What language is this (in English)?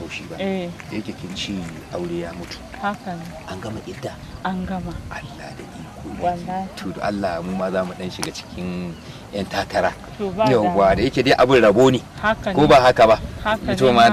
Hausa